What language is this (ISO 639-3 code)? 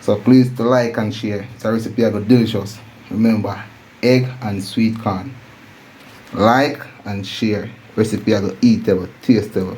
jam